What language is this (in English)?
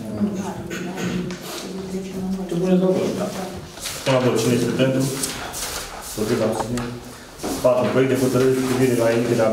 Romanian